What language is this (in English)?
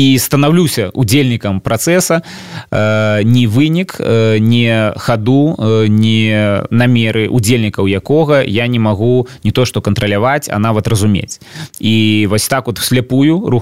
Belarusian